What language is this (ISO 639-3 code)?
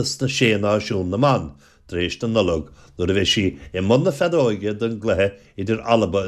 gle